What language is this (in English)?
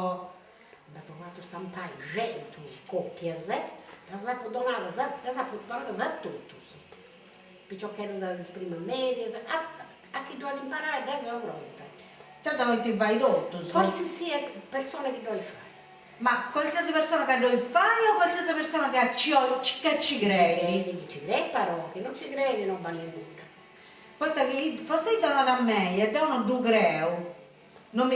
Sardinian